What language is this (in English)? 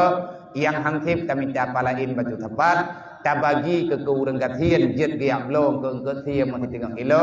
Achinese